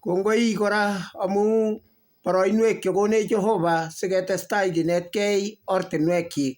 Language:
Kalenjin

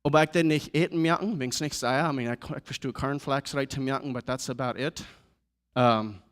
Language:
Plautdietsch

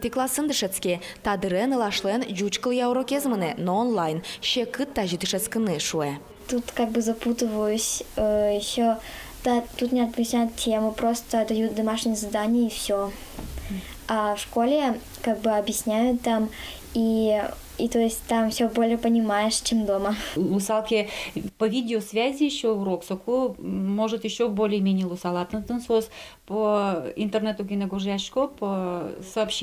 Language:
Udmurt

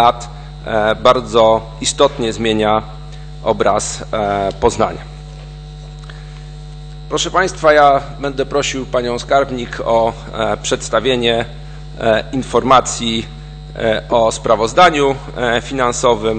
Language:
Polish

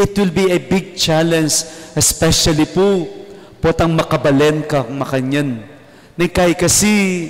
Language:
Pampanga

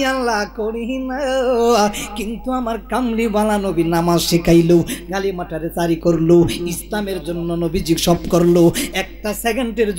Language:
Bangla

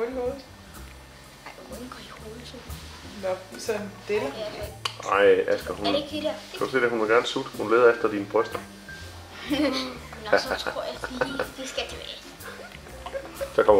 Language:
Danish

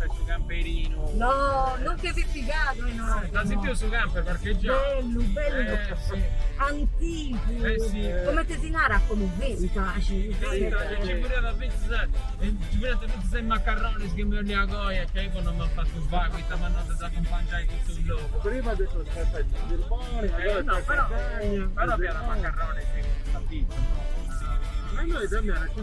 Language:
Sardinian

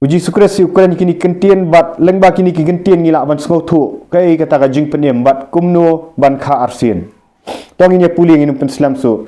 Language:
Khasi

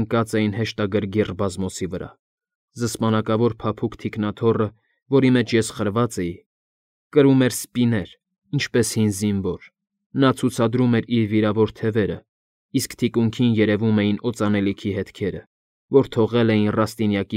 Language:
Armenian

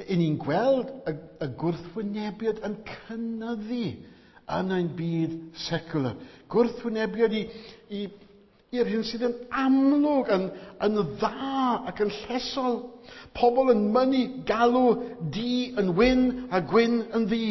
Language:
Welsh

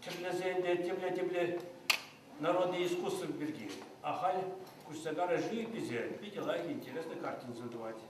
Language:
Chuvash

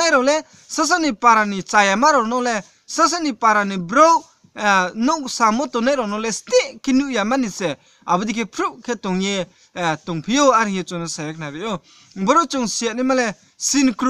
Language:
Riang (India)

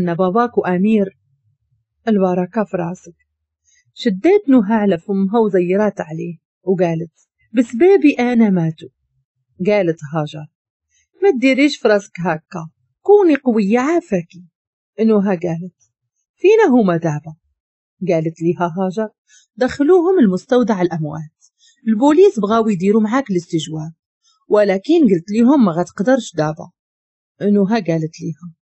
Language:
Moroccan Arabic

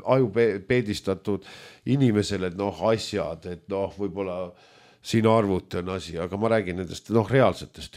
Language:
Estonian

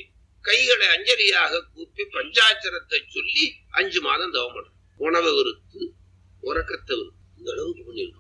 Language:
Tamil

